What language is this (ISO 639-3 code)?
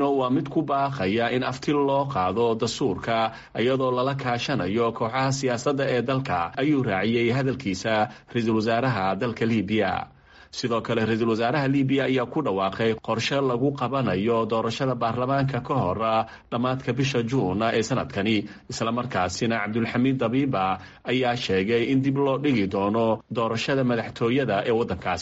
som